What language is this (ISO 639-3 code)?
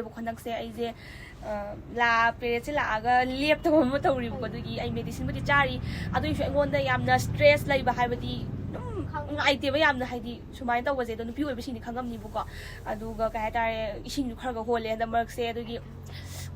mni